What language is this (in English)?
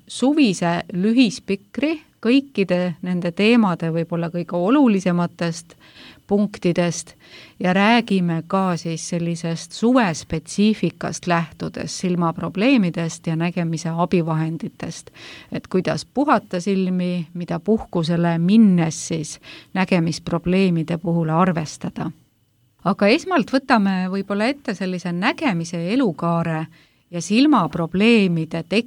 Estonian